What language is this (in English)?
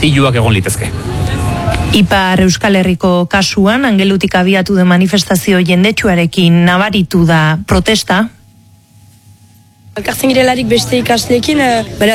Basque